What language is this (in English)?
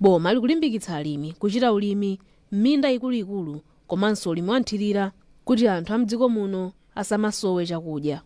Nyanja